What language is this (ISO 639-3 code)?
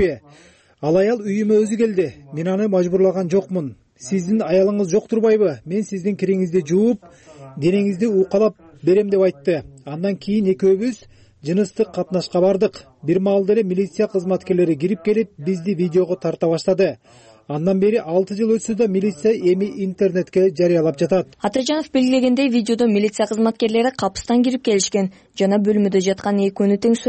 kir